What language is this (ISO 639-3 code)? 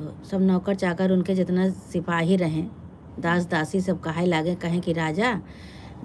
awa